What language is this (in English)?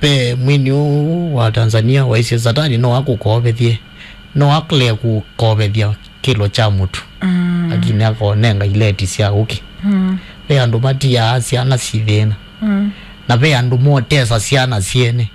Kamba